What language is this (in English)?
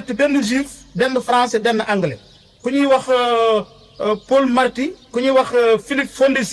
Wolof